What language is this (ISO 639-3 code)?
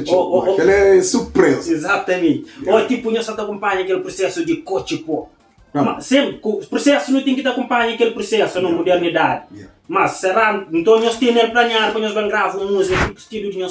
kea